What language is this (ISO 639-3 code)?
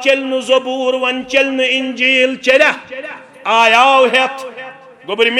kas